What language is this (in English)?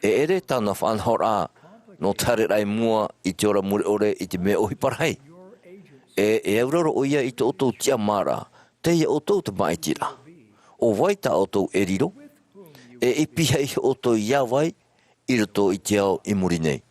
Tahitian